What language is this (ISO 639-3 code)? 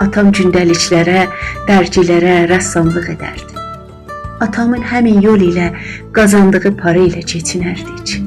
azb